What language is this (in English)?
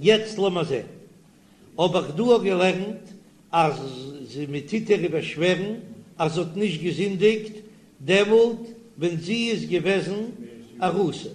Yiddish